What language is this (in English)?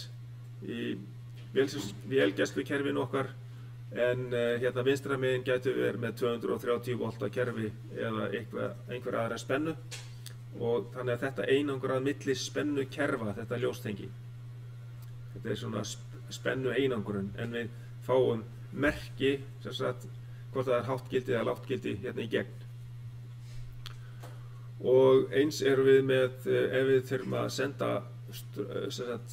Icelandic